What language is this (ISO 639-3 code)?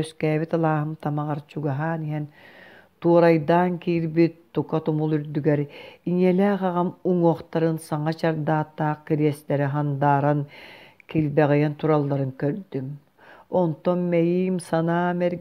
sah